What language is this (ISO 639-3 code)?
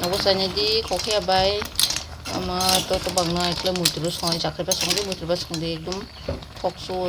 trp